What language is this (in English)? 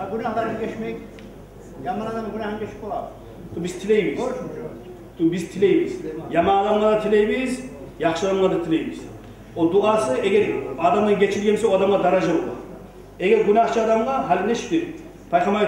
Kumyk